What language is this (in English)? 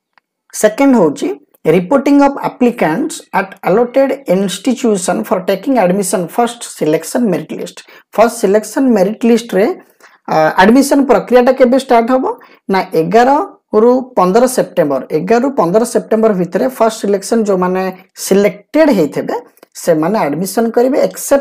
Odia